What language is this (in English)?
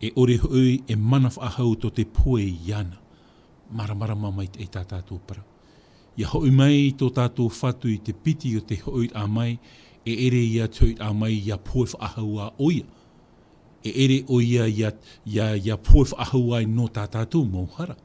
Tahitian